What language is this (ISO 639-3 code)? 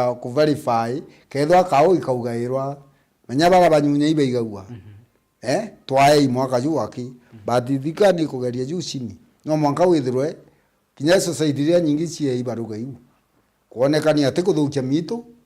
mer